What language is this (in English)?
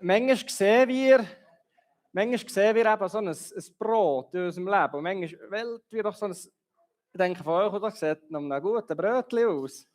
Swiss German